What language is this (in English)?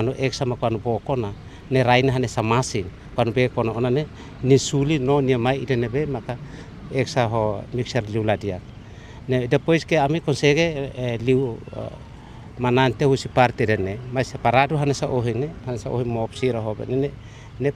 Tetum